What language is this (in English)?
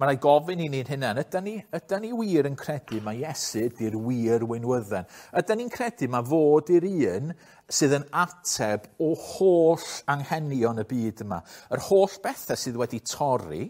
Welsh